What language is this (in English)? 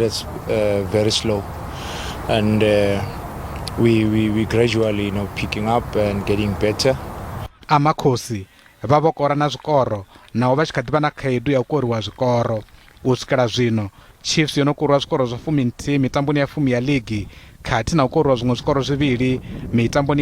Venda